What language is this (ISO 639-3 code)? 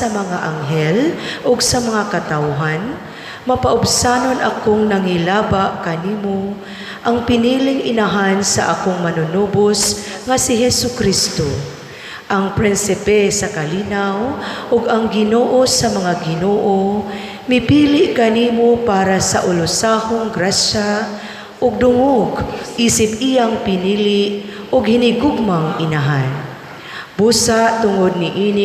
ceb